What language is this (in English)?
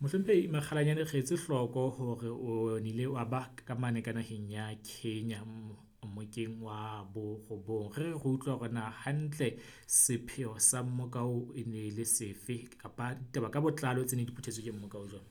Southern Sotho